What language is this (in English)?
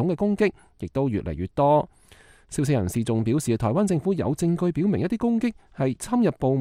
Cantonese